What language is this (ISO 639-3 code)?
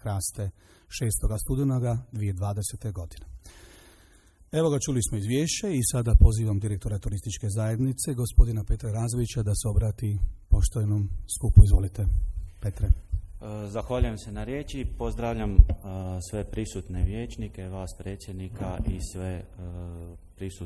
hrv